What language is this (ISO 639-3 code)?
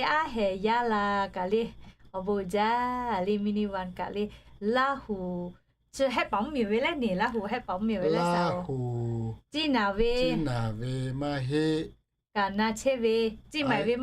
lhu